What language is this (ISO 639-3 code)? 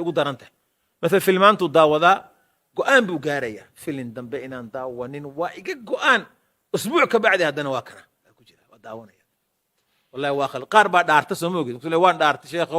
som